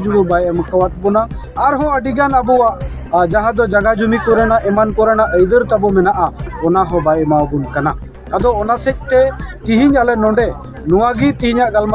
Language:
Santali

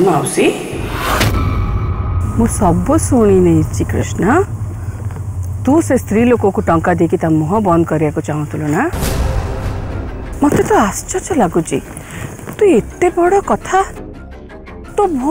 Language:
Odia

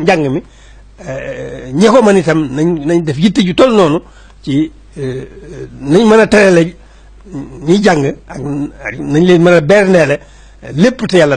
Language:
Wolof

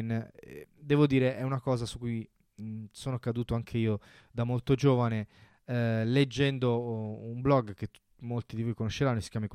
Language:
Italian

